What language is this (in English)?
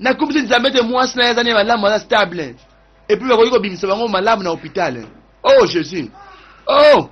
Lingala